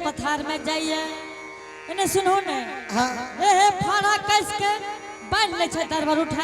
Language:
Angika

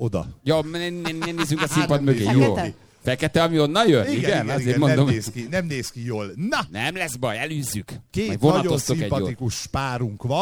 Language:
Hungarian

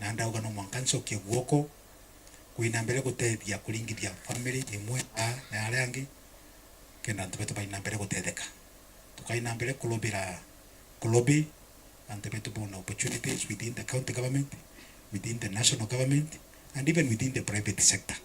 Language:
Meru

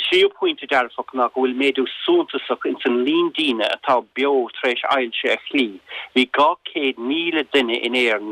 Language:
Irish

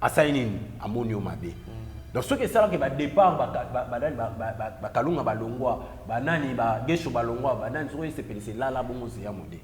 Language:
Lingala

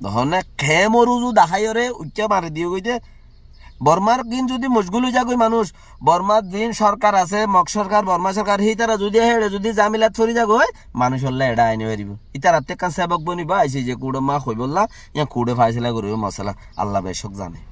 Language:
Rohingya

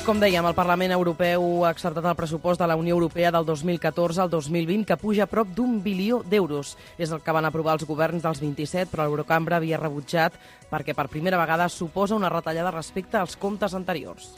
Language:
Catalan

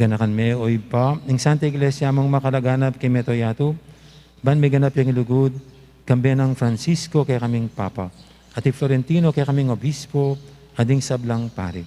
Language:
Pampanga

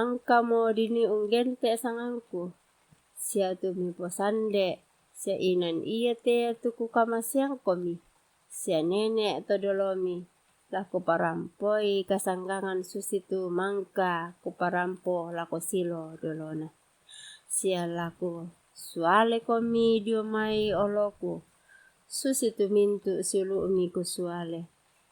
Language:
Toraja-Sa'dan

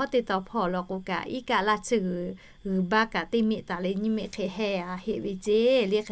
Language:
Lahu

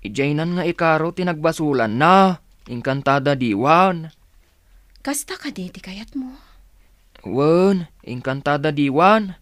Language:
Iloko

